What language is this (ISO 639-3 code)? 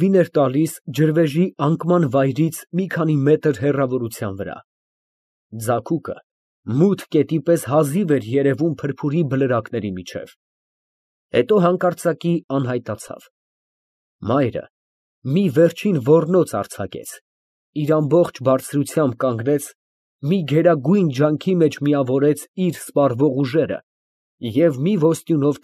hye